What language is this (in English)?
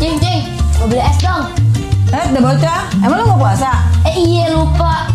Betawi